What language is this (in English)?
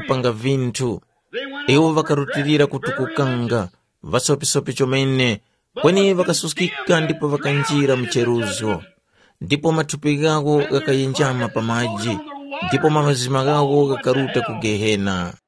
Tumbuka